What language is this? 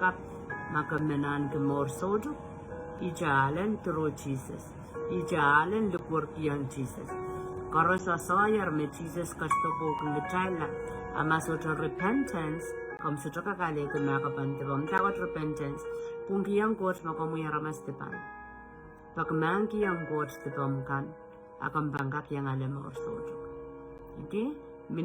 Pohnpeian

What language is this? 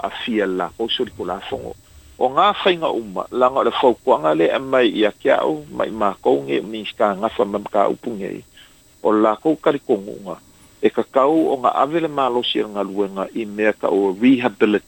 Samoan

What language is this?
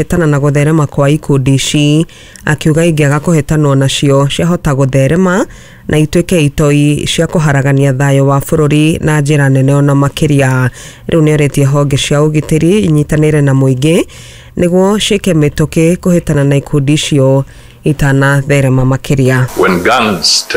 Kikuyu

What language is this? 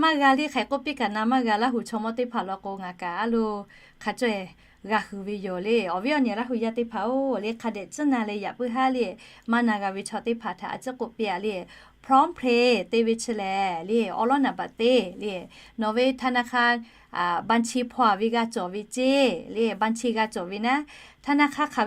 Lahu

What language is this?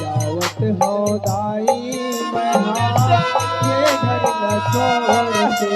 Chhattisgarhi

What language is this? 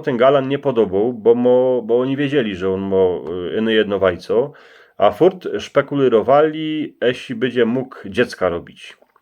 Silesian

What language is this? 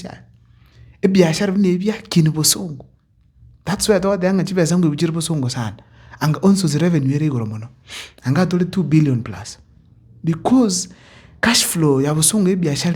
Gusii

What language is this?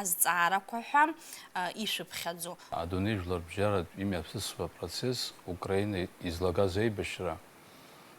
Abkhazian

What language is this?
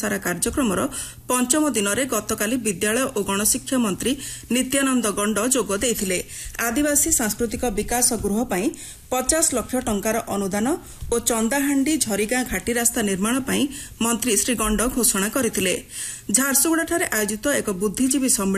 Odia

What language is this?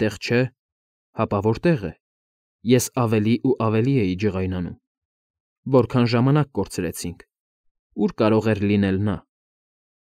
Armenian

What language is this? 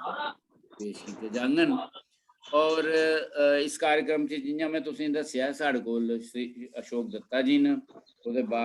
Dogri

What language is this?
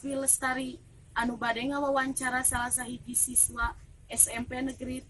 Sundanese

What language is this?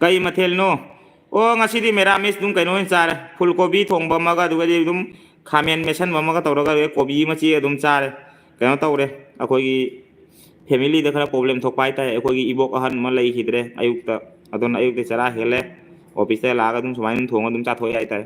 Manipuri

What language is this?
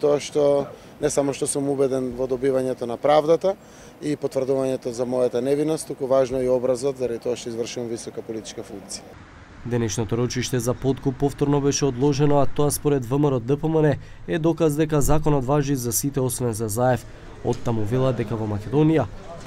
Macedonian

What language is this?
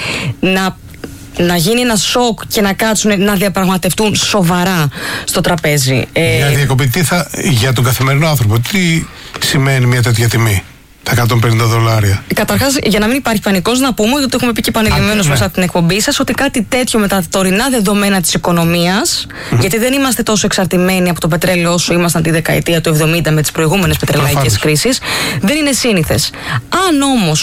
Greek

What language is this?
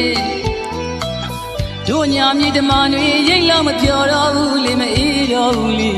Burmese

